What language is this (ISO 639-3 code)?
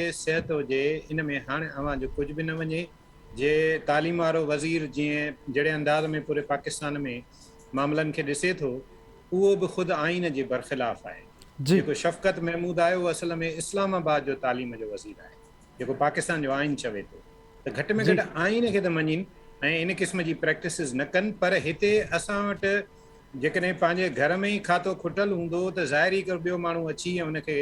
snd